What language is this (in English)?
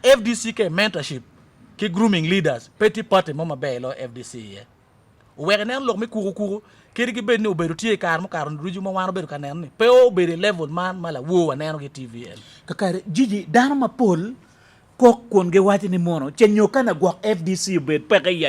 Acoli